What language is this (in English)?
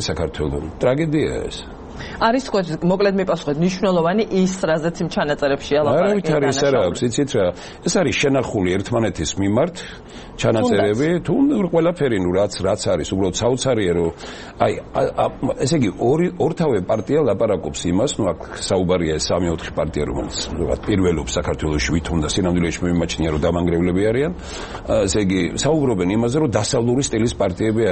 Georgian